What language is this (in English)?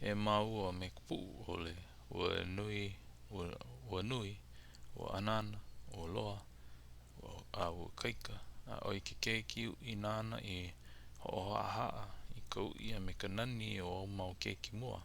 Hawaiian